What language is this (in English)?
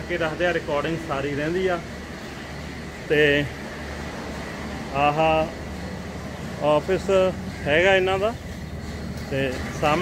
Punjabi